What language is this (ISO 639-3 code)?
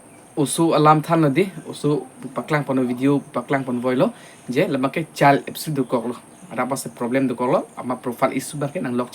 mjw